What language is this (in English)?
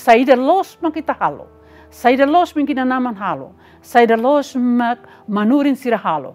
Tetum